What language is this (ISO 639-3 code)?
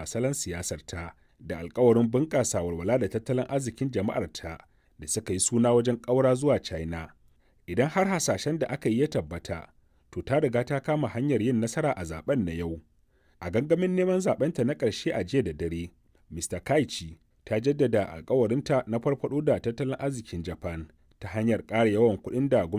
hau